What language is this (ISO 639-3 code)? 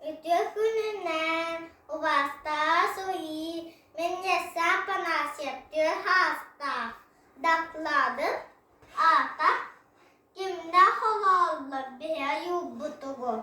sah